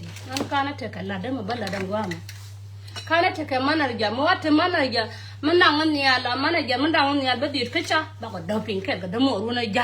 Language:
Nuer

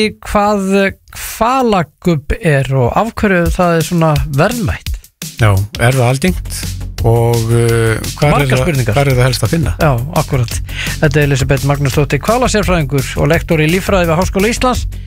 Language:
Icelandic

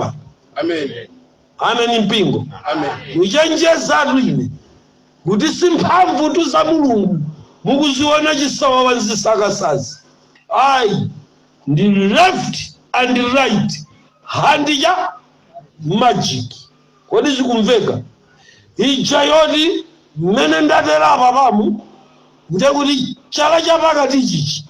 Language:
Nyanja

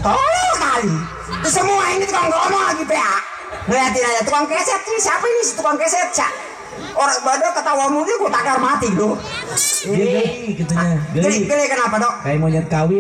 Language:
Betawi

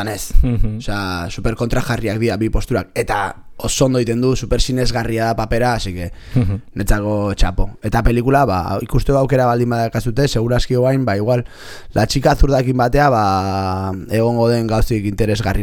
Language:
Basque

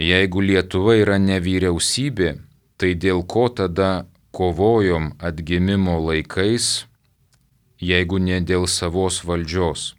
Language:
Lithuanian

